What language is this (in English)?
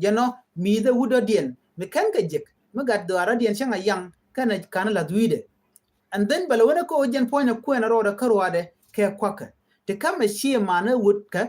Nuer